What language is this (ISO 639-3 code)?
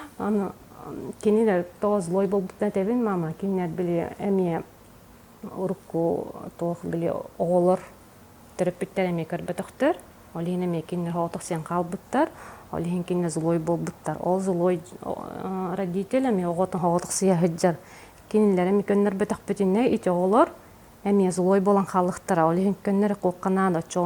sah